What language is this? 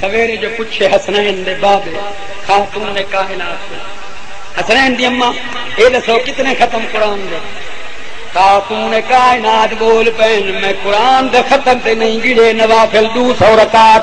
Saraiki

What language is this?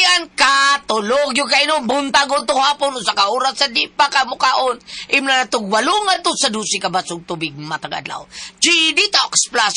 Cebuano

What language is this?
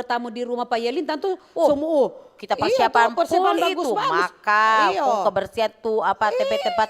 Manado Malay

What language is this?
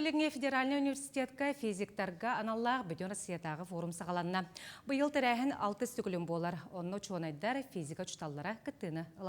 Yakut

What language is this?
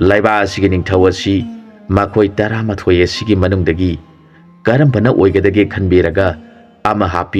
Manipuri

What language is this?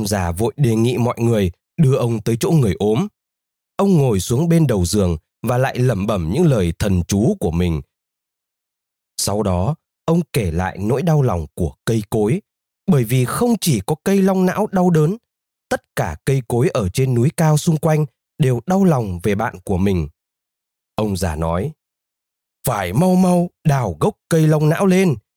Vietnamese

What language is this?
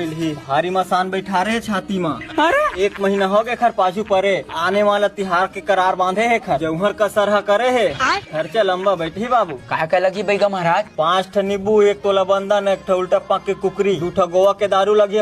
Chhattisgarhi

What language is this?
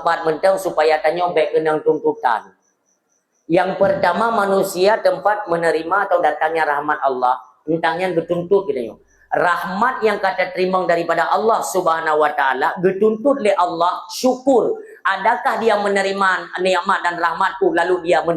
Achinese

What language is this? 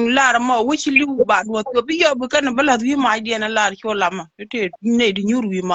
Nuer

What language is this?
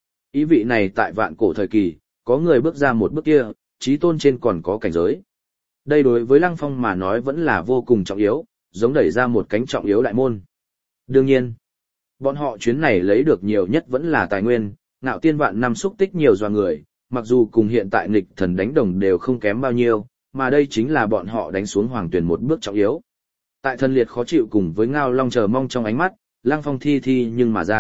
Vietnamese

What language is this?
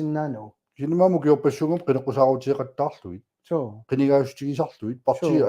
Kalaallisut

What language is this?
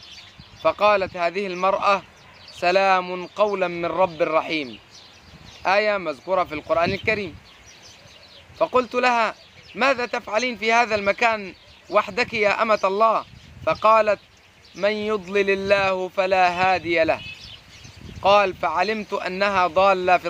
Arabic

